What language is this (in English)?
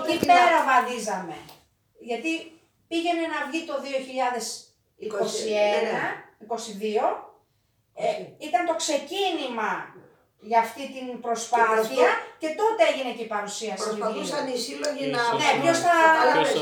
Greek